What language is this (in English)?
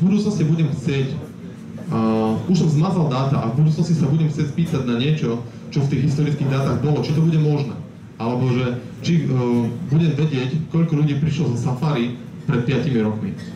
Slovak